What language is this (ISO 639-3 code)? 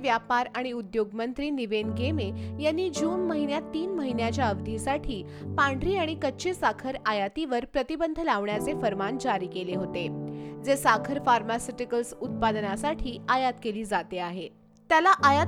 mar